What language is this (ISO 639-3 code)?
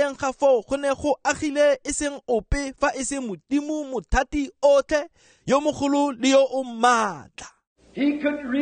tsn